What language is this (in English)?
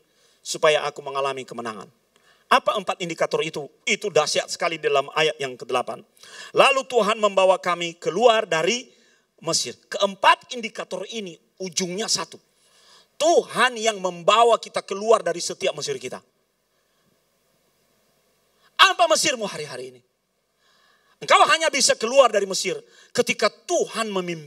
Indonesian